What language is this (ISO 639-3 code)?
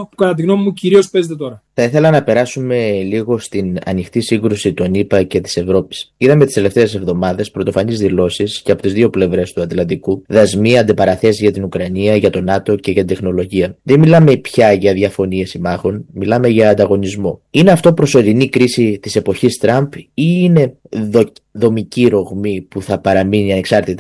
ell